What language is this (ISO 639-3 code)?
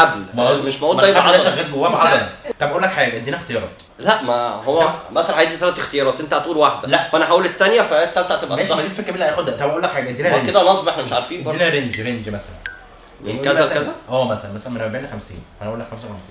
arz